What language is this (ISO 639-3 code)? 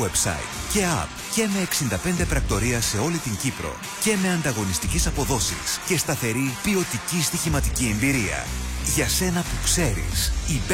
ell